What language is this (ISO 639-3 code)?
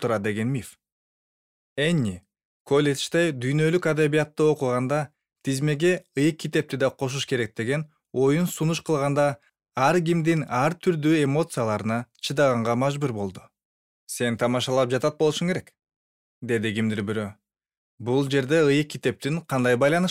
kir